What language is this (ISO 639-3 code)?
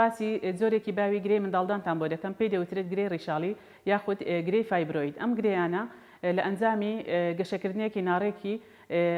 ckb